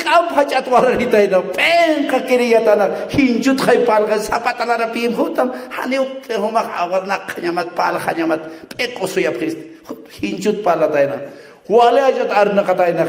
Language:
Aymara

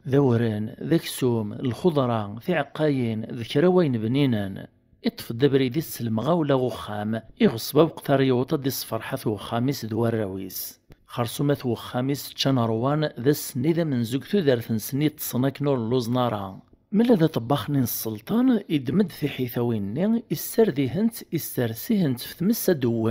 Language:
Kabyle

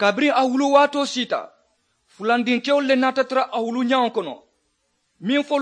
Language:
Mandingo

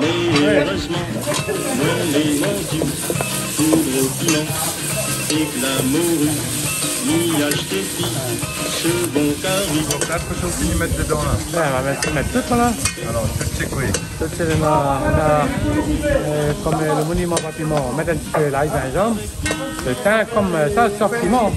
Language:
Réunion Creole French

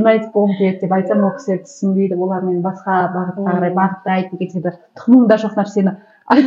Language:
Kazakh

